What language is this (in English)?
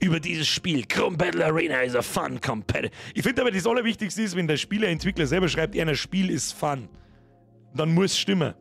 Bavarian